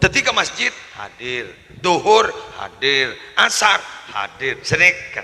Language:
Madurese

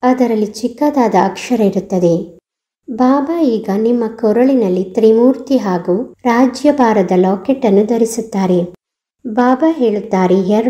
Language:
Kannada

